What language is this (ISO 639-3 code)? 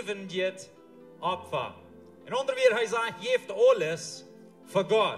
pdt